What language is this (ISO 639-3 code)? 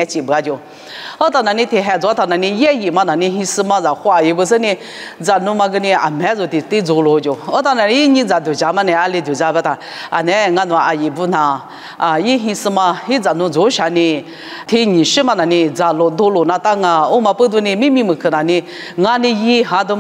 lis